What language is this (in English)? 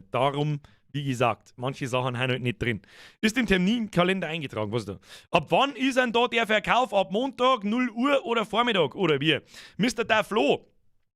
Bavarian